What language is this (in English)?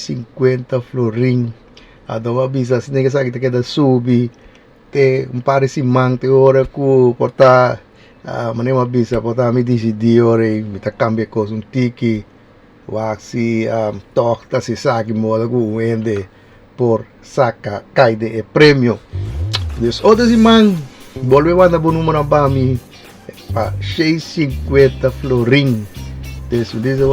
Papiamento